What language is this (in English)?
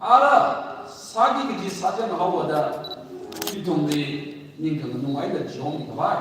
Tangkhul Naga (India)